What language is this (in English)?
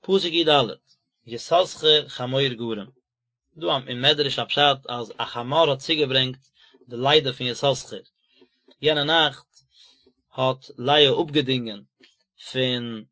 Yiddish